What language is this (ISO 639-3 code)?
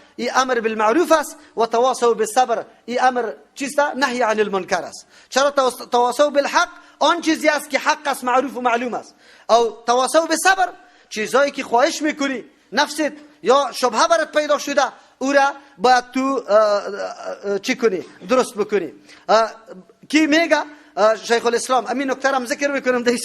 fas